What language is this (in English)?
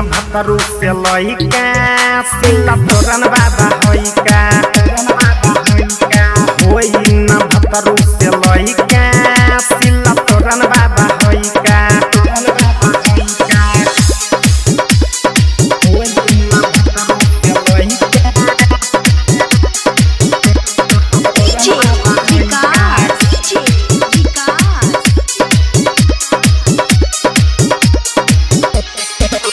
Bhojpuri